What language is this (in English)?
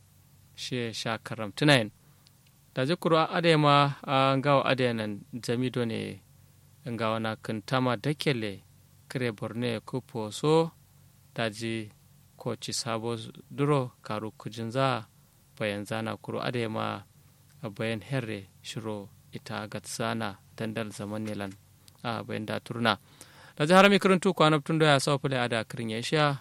Kanuri